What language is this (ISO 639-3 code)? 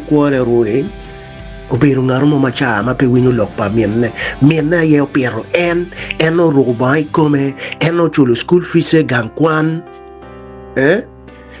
ach